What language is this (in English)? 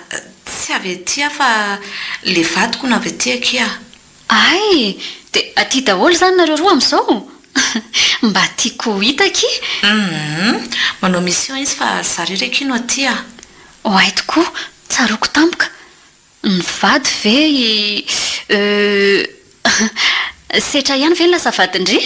Malagasy